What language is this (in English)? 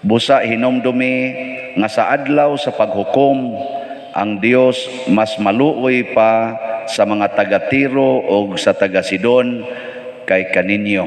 Cebuano